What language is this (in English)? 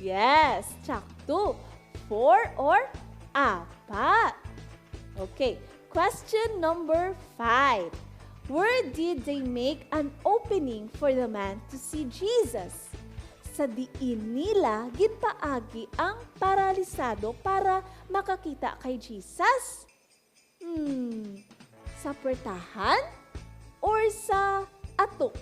Hiligaynon